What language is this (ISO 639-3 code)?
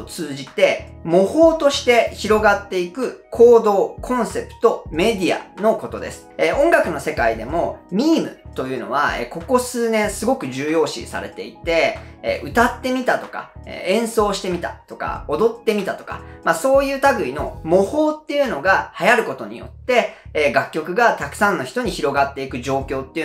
jpn